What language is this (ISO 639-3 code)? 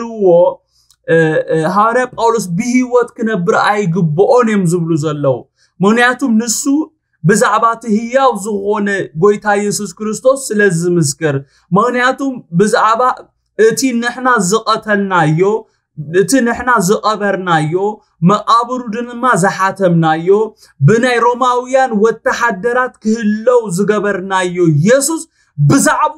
tir